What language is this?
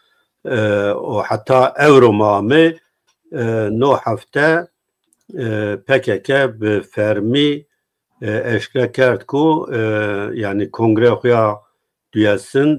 Zaza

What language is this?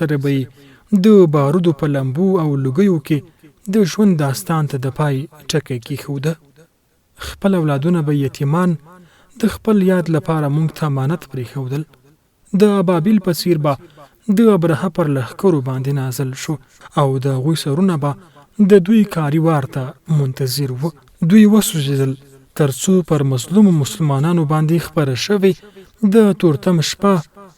Pashto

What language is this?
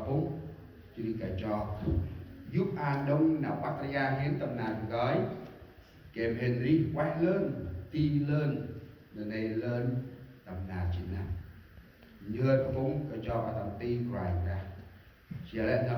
Central Mnong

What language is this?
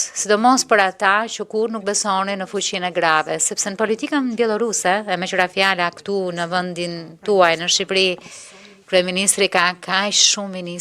Albanian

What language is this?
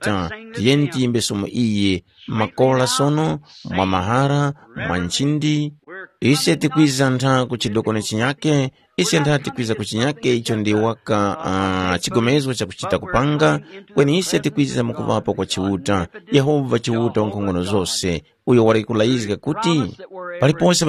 Tumbuka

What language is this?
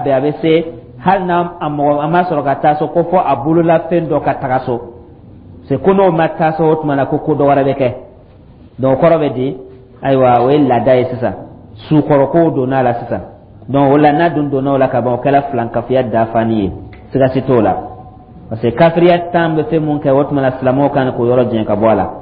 Dyula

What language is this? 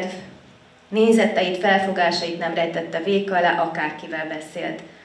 Hungarian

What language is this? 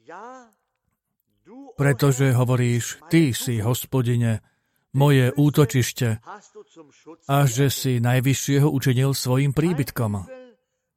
Slovak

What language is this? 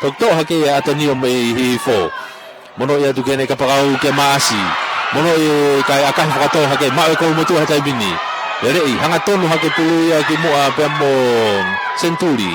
Tongan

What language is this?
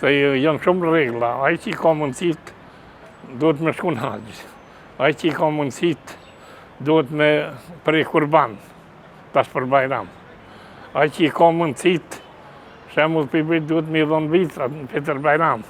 Albanian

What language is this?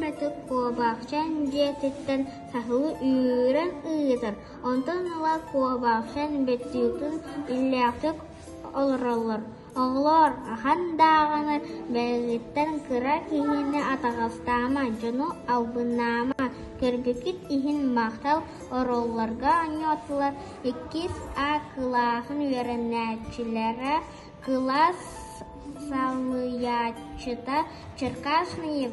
Yakut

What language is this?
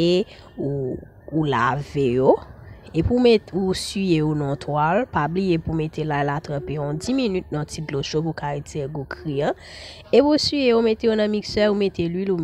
Haitian Creole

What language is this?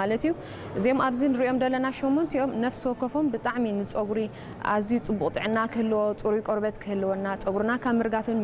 Tigrinya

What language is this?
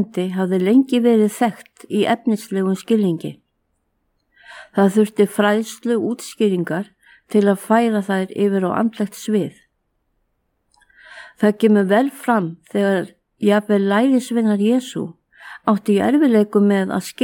Icelandic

